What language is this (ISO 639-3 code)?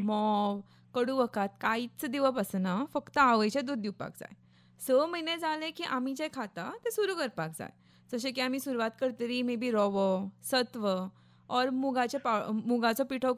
kok